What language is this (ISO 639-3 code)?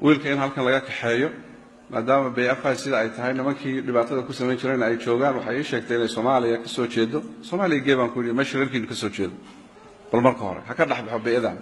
som